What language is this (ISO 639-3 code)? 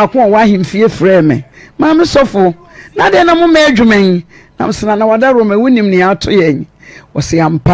aka